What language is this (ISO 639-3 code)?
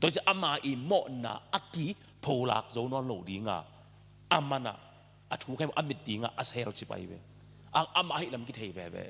ctd